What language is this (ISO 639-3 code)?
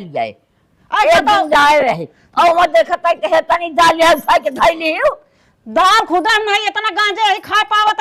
awa